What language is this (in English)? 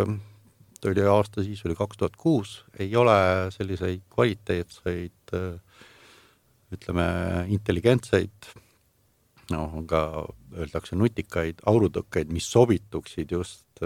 Estonian